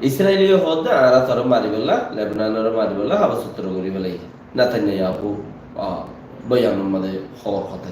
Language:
Rohingya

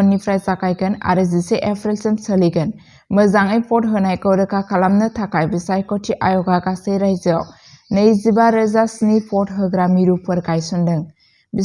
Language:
Bodo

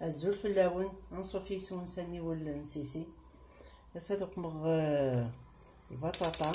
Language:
Kabyle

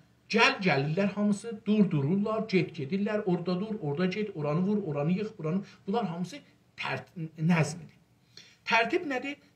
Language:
South Azerbaijani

